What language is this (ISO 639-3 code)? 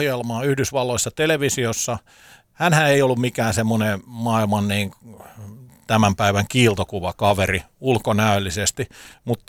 fin